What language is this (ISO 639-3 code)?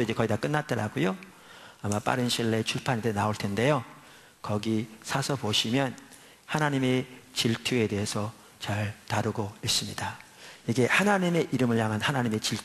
kor